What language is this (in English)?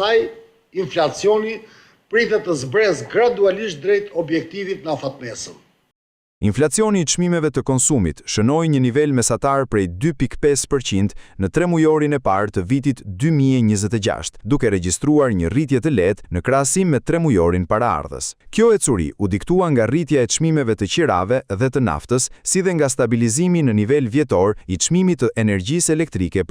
Albanian